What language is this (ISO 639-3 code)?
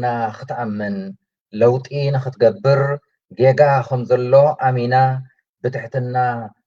tir